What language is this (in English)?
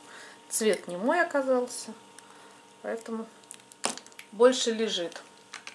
Russian